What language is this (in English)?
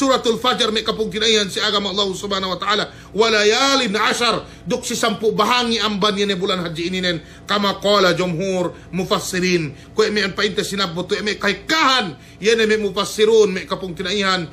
Yakan